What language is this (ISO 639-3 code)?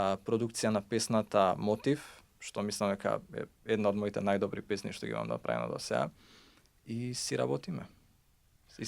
mkd